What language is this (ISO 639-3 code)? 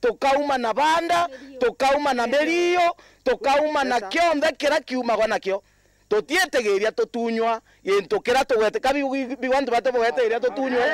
mer